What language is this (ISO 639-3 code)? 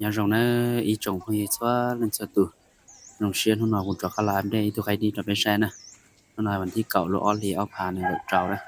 hmn